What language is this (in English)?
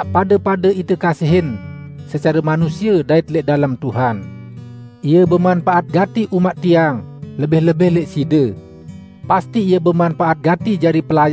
Sasak